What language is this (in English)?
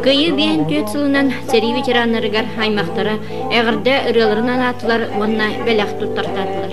Yakut